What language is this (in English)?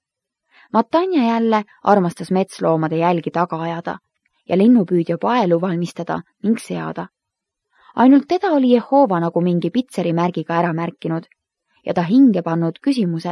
Estonian